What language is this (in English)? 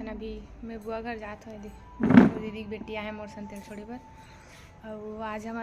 Chhattisgarhi